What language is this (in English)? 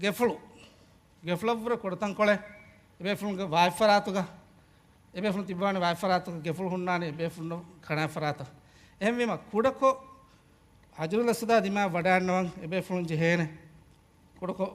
Divehi